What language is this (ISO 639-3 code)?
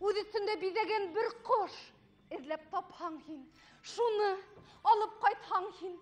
bak